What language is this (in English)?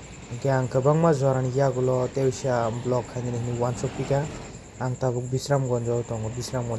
Kok Borok